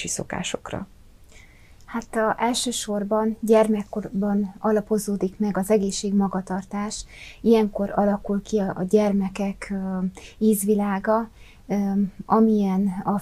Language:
Hungarian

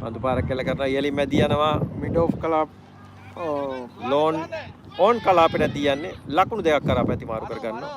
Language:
Sinhala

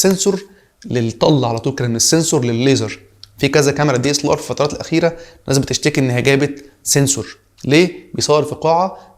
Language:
Egyptian Arabic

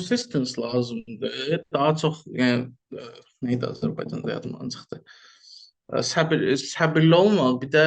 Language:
Azerbaijani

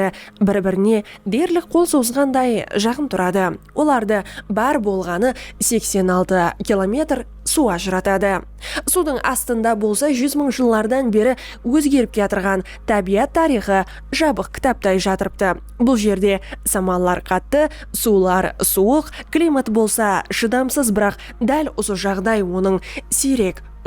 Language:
Kara-Kalpak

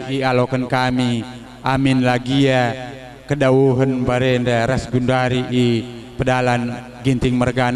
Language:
Batak Karo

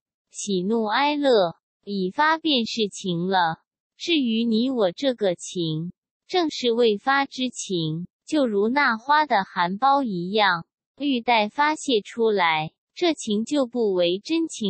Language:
Chinese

